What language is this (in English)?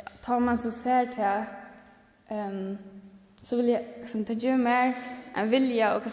Faroese